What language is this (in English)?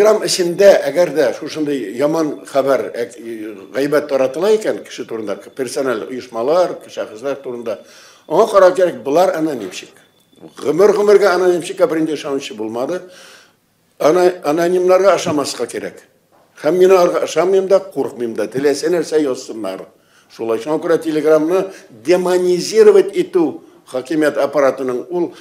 Tatar